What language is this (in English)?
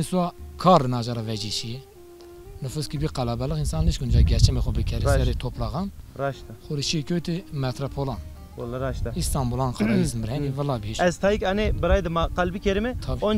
Zaza